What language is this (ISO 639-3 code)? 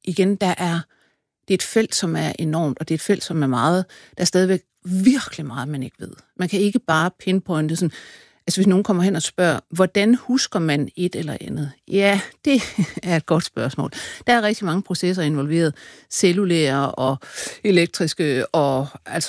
dan